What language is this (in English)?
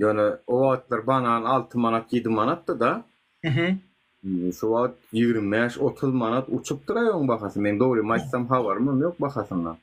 Turkmen